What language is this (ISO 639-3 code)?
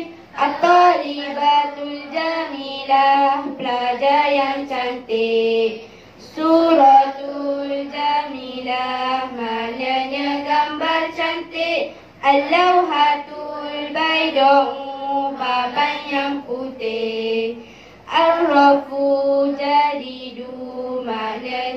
msa